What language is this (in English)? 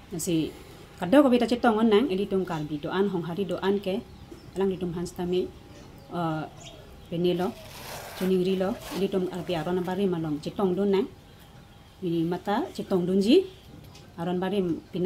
Karbi